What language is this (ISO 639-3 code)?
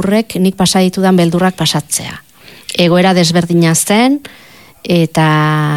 eus